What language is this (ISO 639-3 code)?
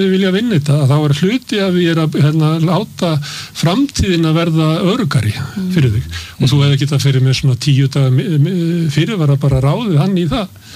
isl